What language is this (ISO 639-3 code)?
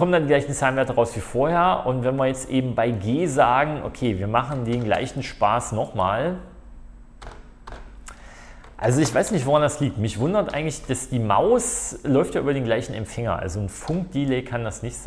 deu